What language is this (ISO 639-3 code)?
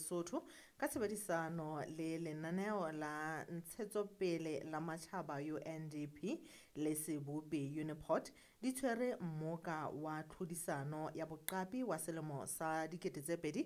sot